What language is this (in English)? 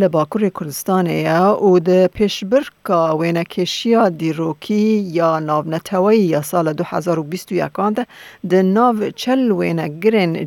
Kurdish